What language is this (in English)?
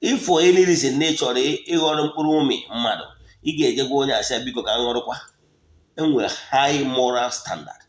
Igbo